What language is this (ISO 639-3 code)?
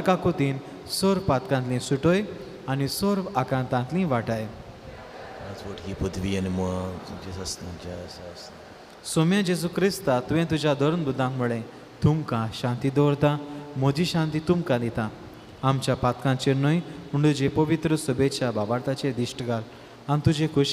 kok